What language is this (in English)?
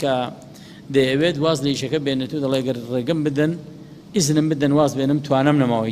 Central Kurdish